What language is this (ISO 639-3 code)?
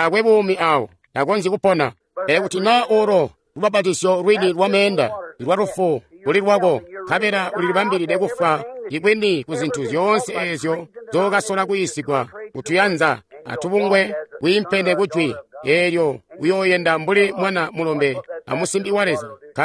toi